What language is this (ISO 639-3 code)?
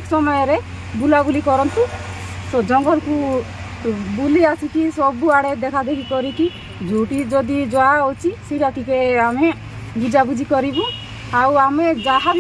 ori